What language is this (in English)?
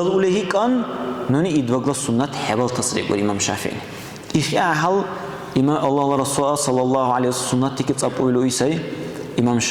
Dargwa